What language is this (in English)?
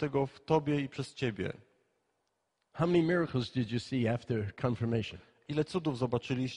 Polish